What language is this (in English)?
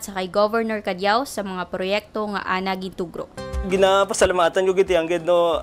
Kinaray-a